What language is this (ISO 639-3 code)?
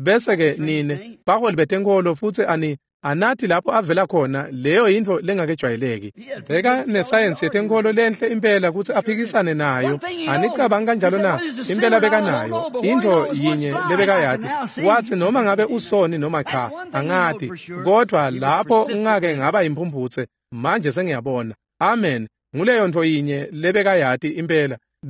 ssw